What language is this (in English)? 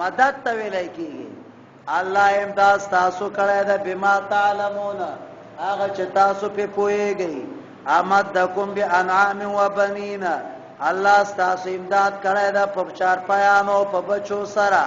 Pashto